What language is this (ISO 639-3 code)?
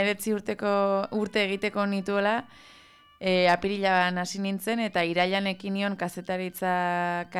eus